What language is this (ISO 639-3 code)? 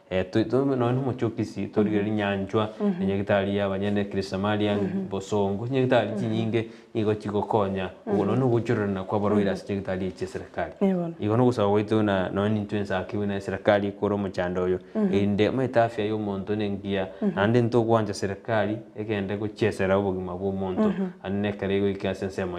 guz